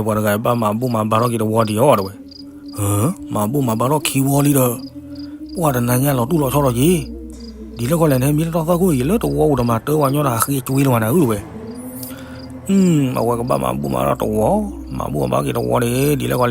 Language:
S'gaw Karen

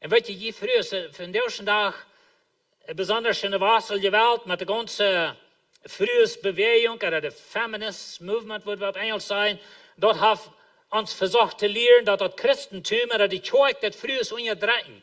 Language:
Plautdietsch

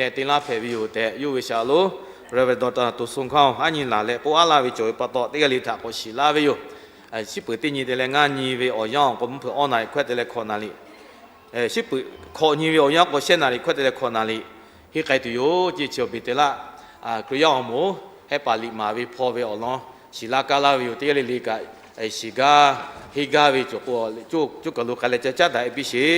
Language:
Lahu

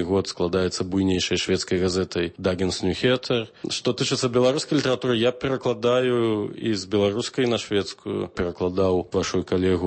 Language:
Belarusian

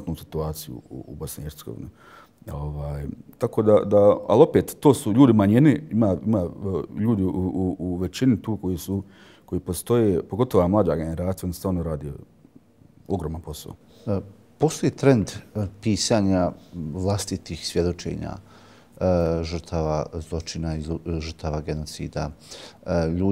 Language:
Bosnian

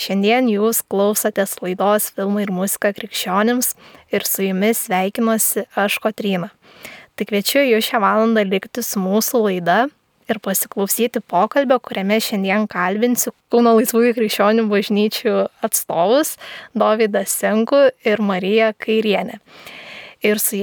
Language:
Lithuanian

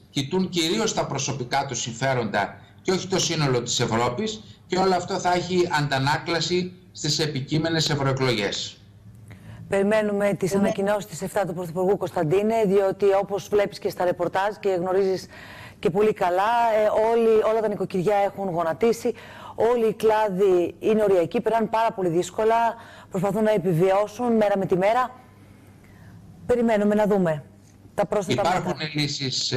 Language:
Greek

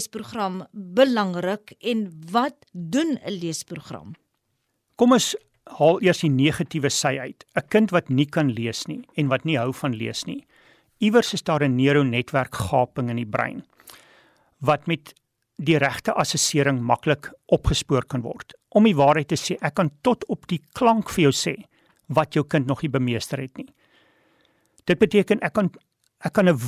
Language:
Afrikaans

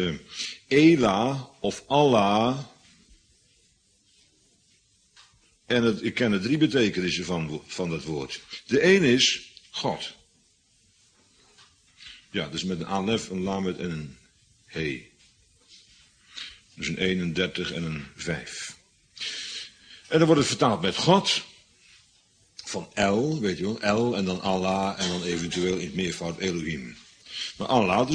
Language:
Dutch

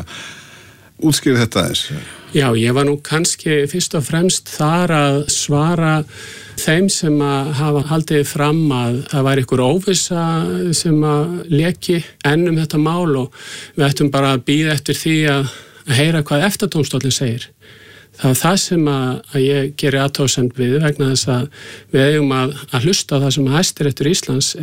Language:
Icelandic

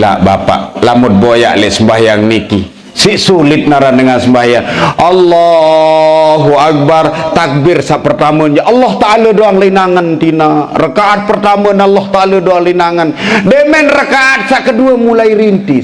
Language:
Sasak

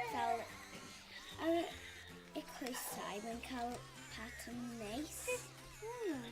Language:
Welsh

